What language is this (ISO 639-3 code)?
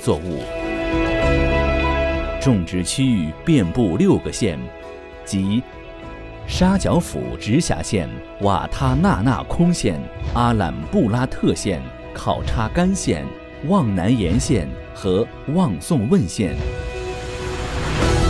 zho